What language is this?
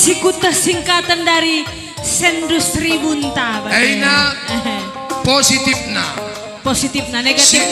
Batak Karo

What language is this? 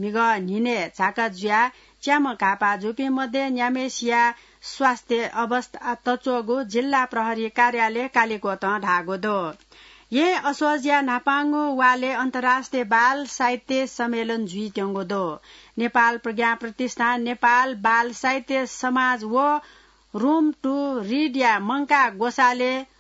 Newari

